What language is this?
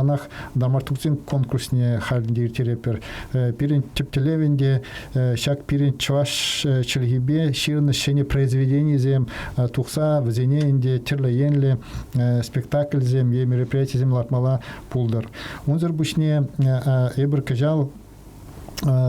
Chuvash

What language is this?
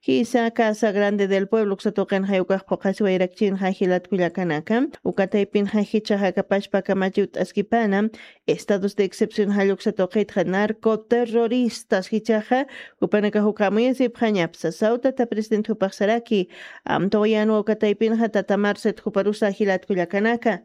Aymara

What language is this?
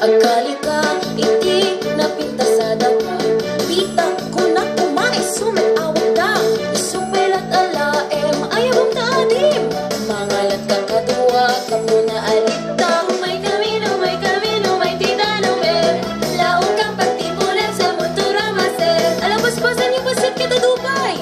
Iloko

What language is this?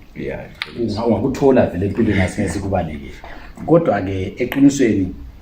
Zulu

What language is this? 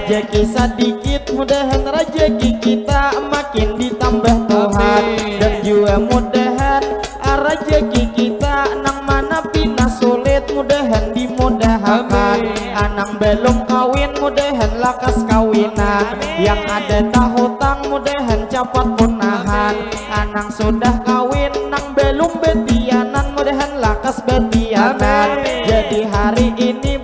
Banjar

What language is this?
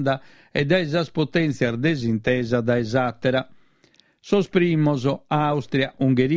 Sardinian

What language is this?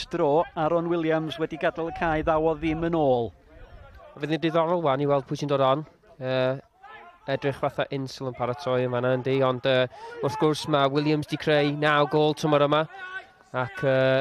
Welsh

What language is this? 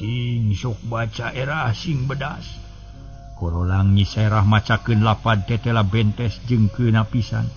Sundanese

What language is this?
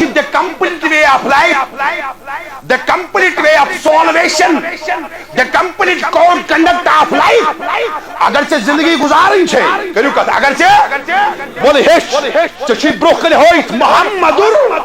Kashmiri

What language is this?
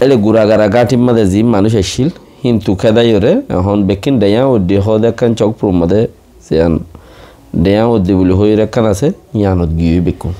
Rohingya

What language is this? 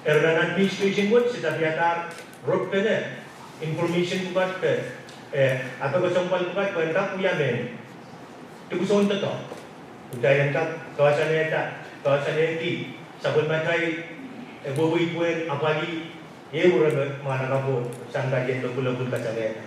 Pohnpeian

